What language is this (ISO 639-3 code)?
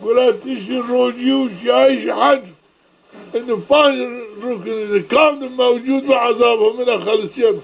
zza